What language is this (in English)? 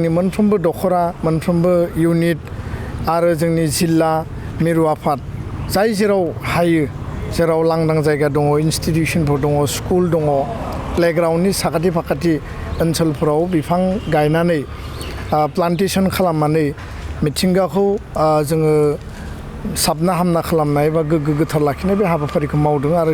Bodo